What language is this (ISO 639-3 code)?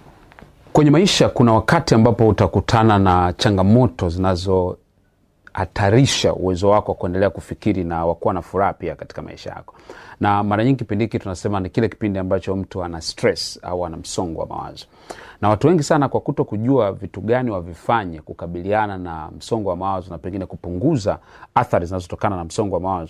swa